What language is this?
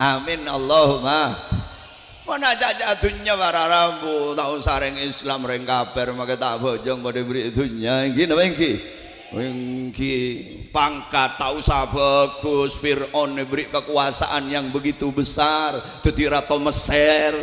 Madurese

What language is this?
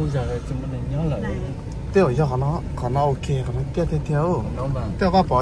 Hmong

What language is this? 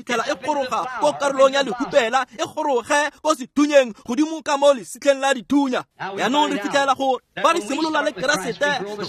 Tswana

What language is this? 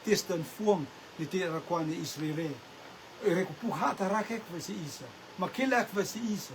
Rotuman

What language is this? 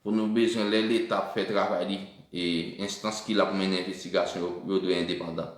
Haitian Creole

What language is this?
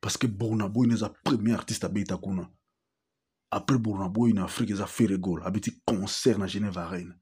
Lingala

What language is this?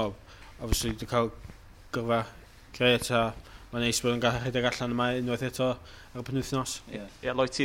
Welsh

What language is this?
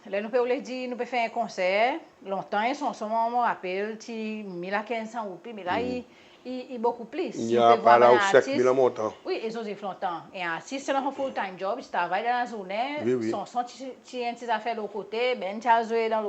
Seselwa Creole French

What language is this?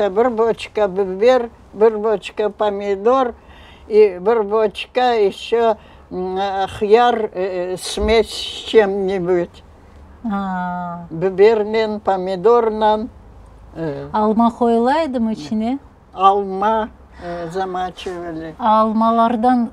Crimean Tatar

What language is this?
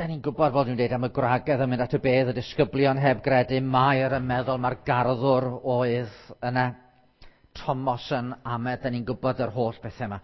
Welsh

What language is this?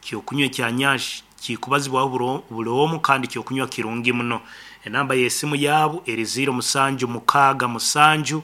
Nyoro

